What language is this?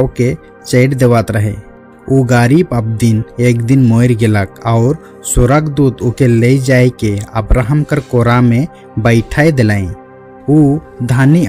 Sadri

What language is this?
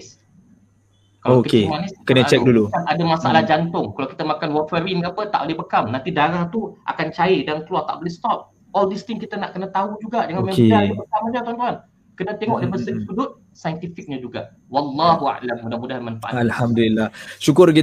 Malay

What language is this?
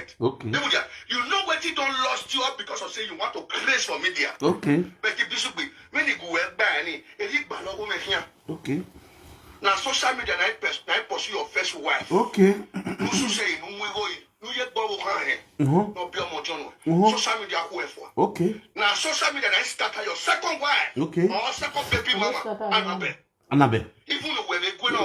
Nigerian Pidgin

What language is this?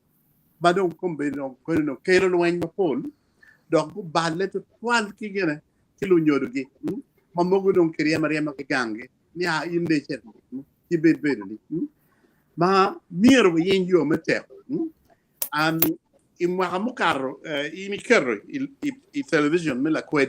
Acoli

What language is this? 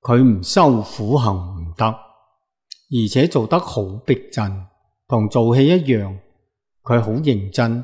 Cantonese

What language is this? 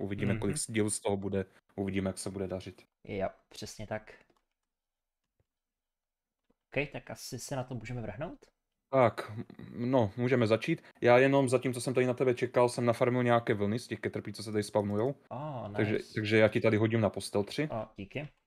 Czech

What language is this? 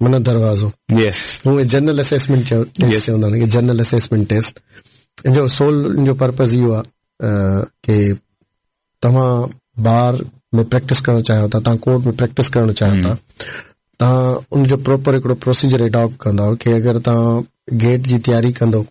Sindhi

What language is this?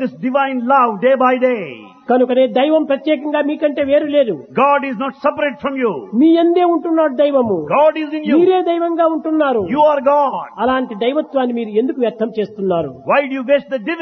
Telugu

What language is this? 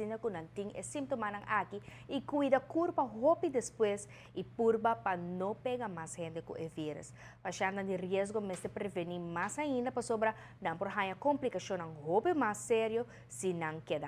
Papiamento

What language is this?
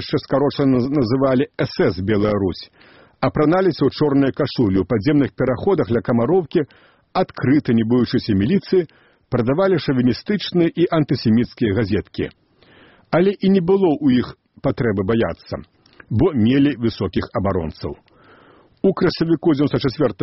Belarusian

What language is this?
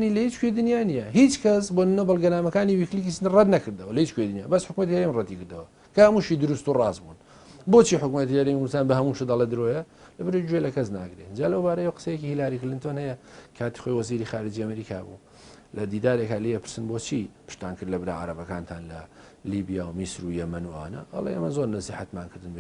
Central Kurdish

